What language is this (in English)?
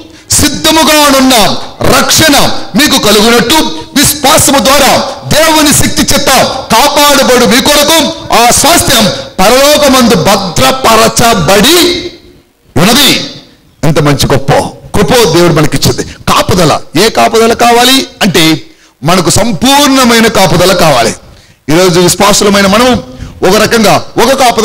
Telugu